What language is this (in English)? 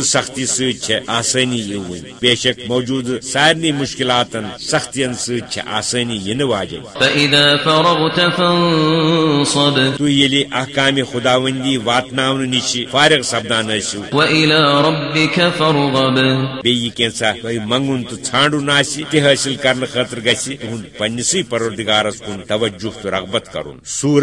Kashmiri